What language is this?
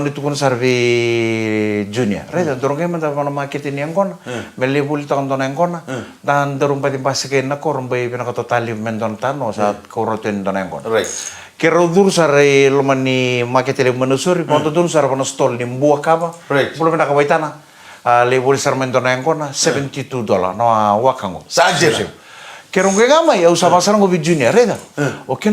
Fijian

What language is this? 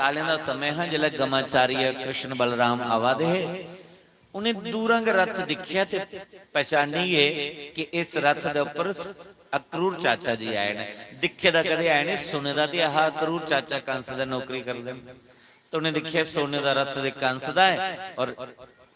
Dogri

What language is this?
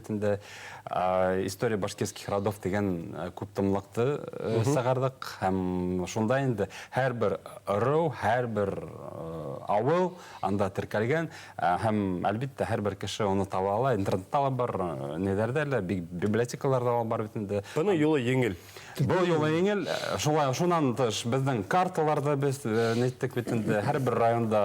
Bashkir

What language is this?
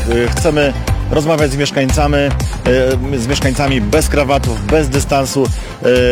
Polish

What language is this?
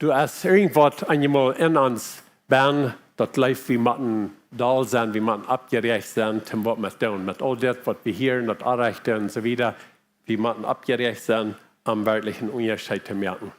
Plautdietsch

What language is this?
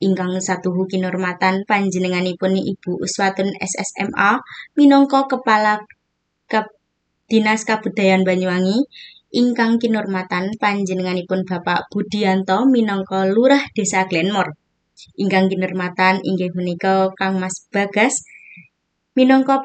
Javanese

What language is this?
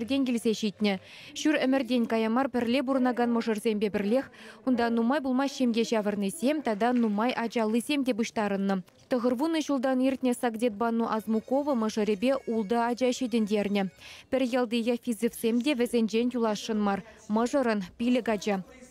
Chuvash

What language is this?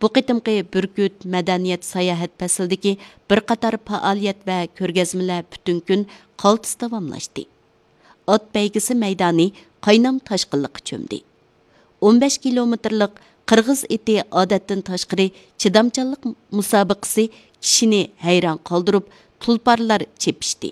Uyghur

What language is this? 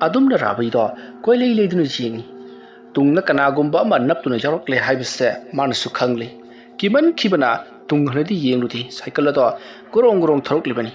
Manipuri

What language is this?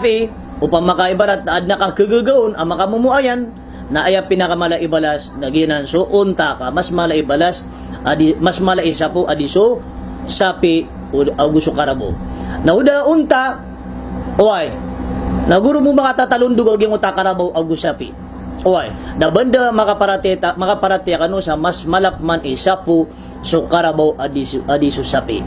Maranao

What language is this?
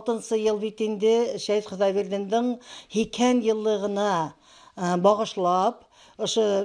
Bashkir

